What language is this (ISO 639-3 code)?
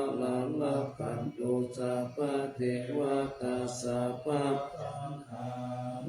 pli